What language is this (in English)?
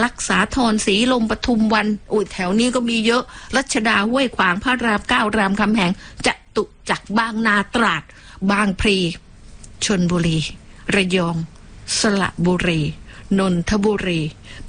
Thai